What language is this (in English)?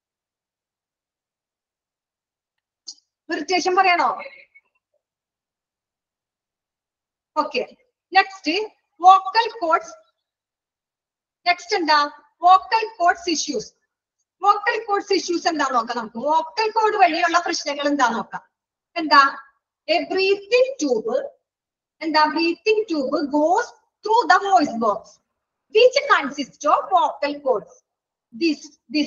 Malayalam